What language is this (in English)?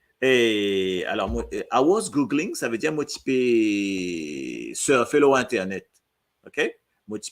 Morisyen